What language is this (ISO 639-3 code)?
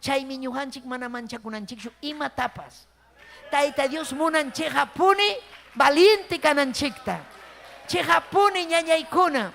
quy